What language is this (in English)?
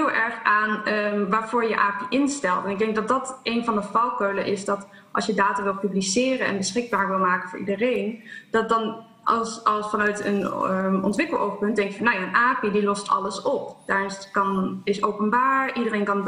Dutch